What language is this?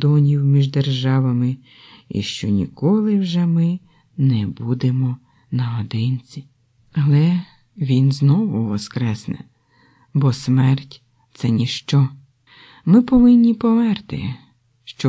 Ukrainian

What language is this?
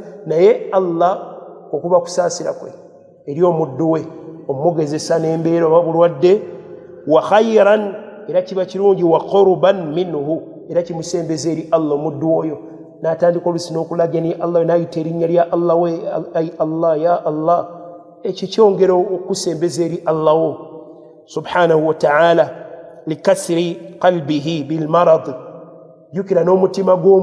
Ganda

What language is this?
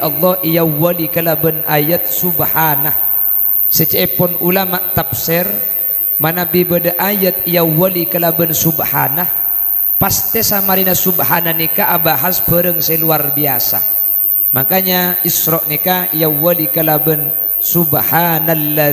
Madurese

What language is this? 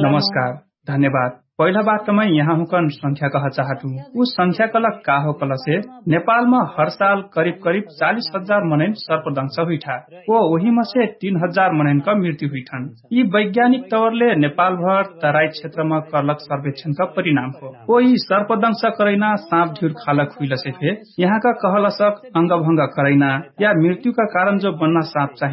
Dangaura Tharu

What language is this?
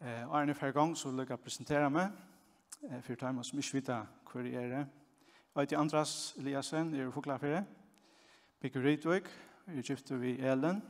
Faroese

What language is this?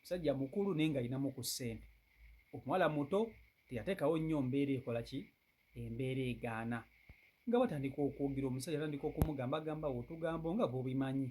Ganda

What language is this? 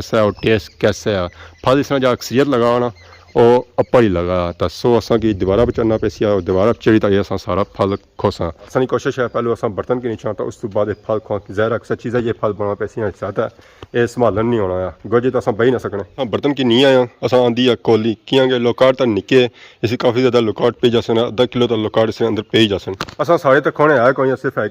Pahari-Potwari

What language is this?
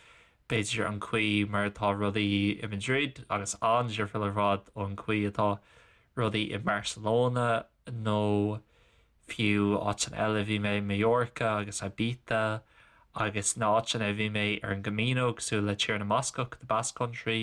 Irish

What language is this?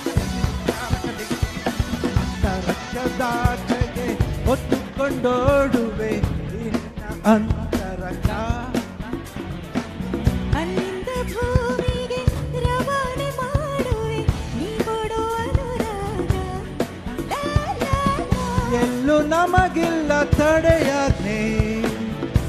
Kannada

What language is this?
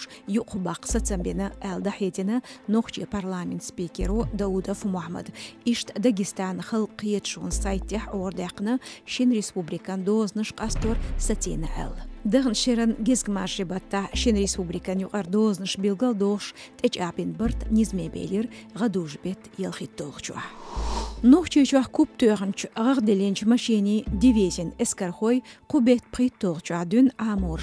Chechen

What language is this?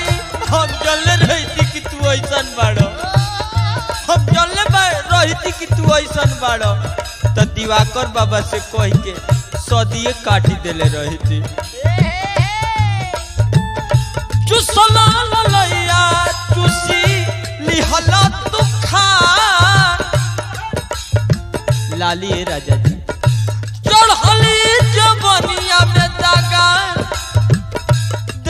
Bhojpuri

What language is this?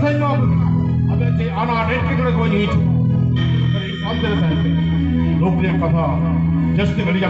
Santali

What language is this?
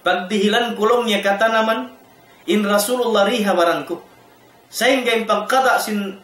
Tausug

